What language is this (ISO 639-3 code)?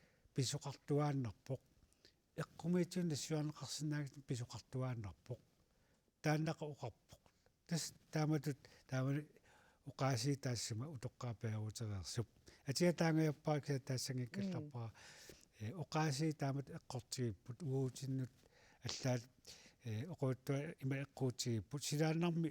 kal